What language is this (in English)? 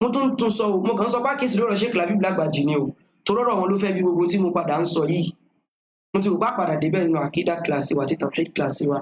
Yoruba